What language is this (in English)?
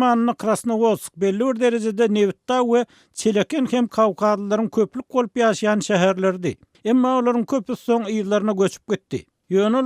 Turkmen